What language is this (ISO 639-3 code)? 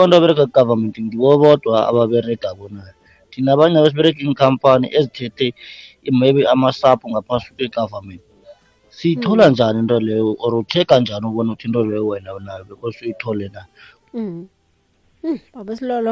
nbl